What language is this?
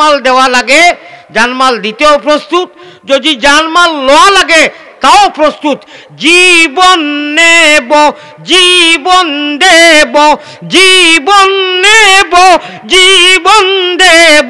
Sylheti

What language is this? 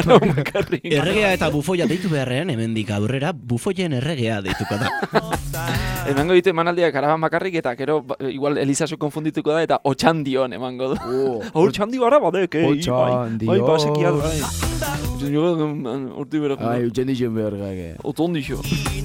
Basque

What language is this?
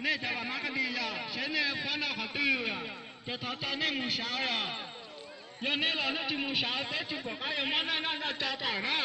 Hmong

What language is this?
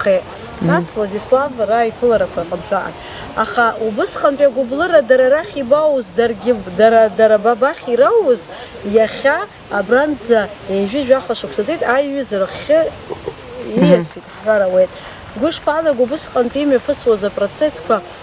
Abkhazian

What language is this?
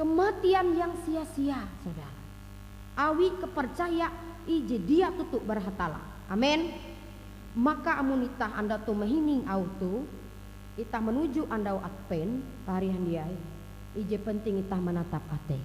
Ngaju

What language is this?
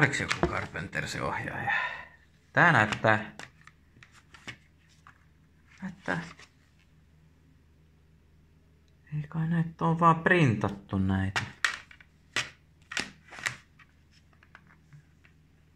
Finnish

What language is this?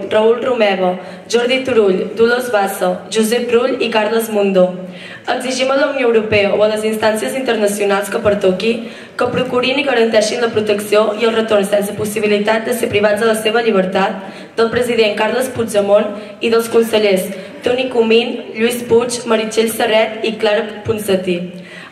Catalan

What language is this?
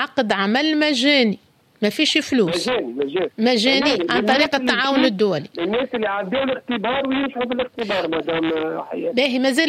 Tunisian Arabic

